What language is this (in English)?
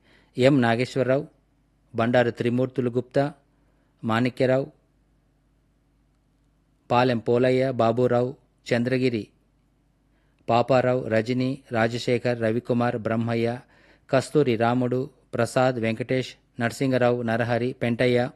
Telugu